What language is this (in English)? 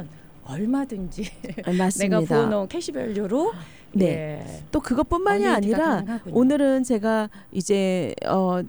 Korean